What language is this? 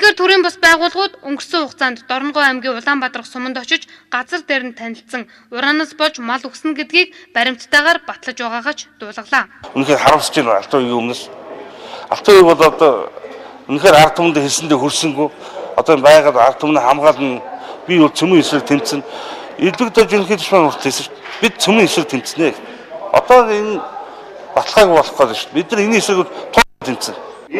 Mongolian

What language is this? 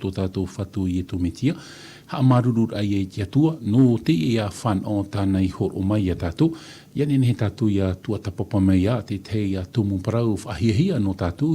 Tahitian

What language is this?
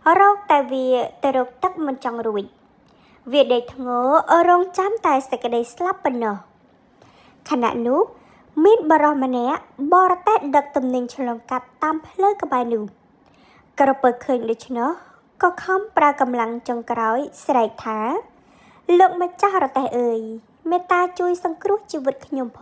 Khmer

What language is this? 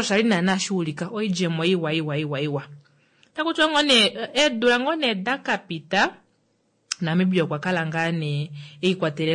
Kuanyama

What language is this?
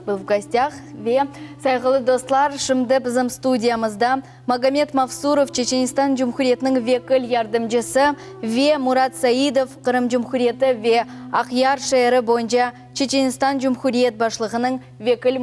Crimean Tatar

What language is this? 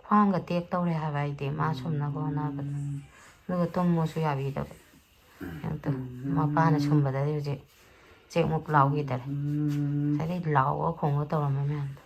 Manipuri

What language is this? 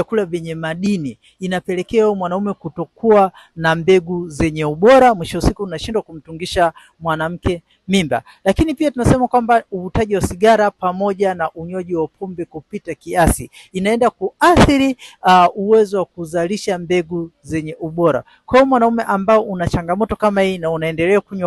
Swahili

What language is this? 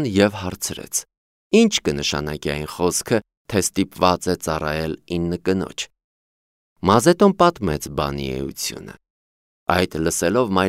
Armenian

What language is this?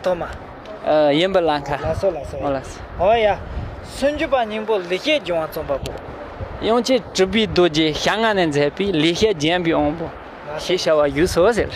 Tibetan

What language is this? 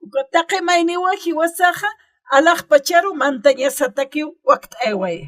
Aymara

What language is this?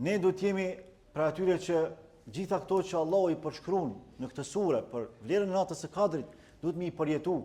Albanian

